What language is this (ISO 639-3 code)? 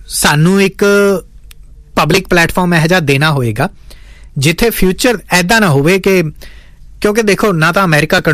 pan